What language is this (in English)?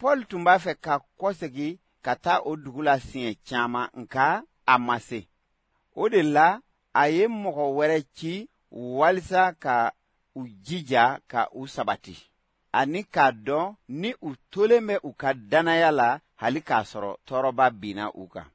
Bambara